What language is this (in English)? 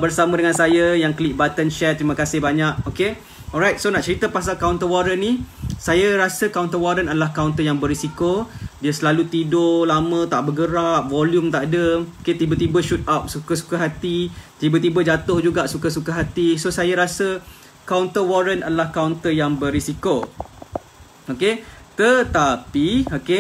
Malay